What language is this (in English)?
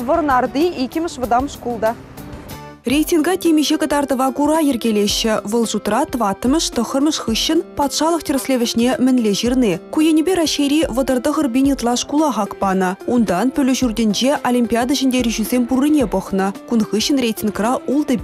Chuvash